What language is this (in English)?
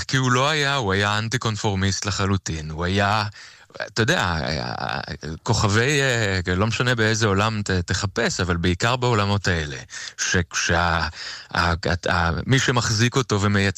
Hebrew